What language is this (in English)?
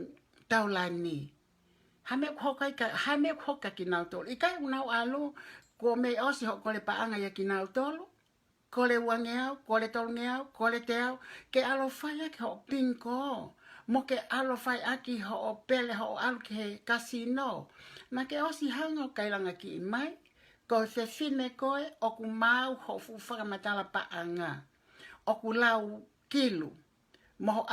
Tongan